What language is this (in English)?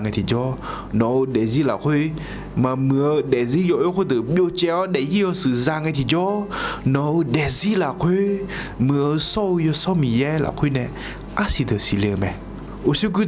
Akha